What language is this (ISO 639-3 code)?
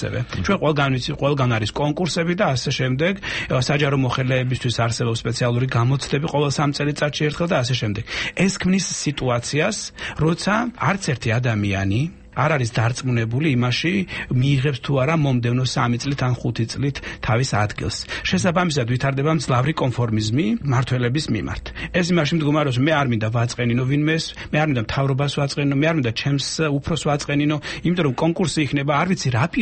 kat